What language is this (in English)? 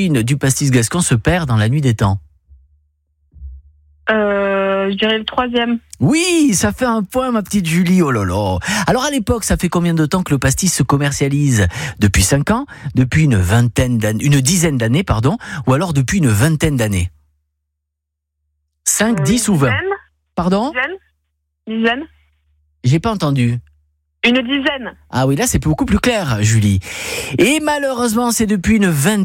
French